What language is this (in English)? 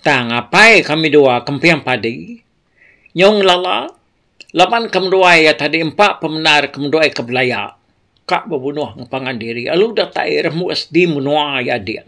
Iban